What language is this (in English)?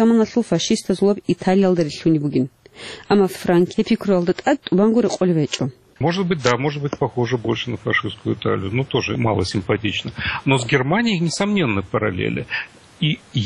Avaric